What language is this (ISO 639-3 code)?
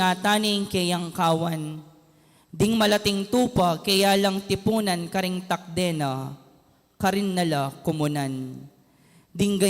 pam